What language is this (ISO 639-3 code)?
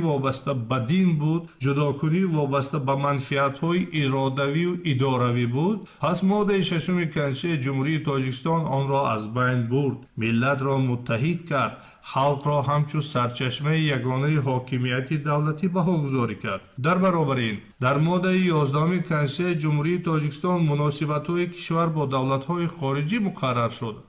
tgk